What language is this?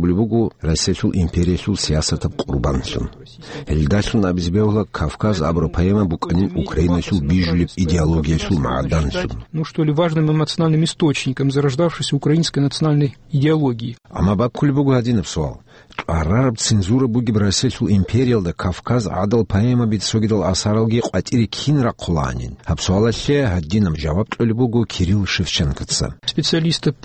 Avaric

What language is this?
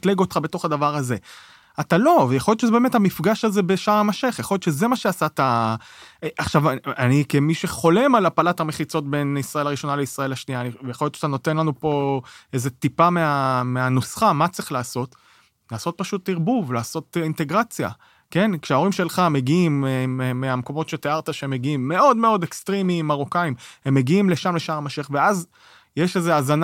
Hebrew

